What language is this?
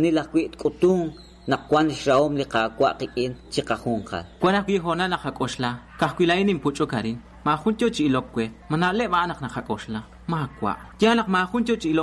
Kekchí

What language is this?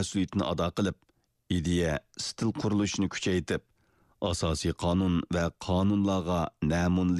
Uyghur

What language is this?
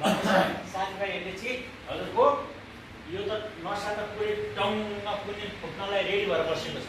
Nepali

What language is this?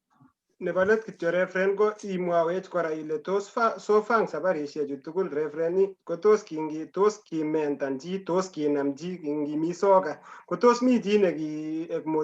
Kalenjin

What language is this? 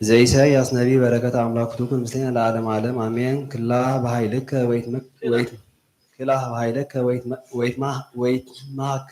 Geez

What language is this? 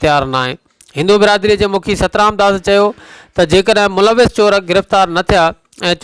Sindhi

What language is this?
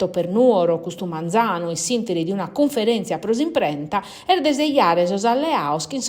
Sardinian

